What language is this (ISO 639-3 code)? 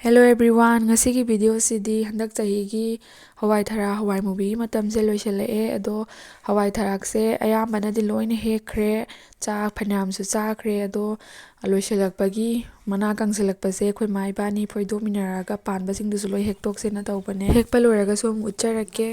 mni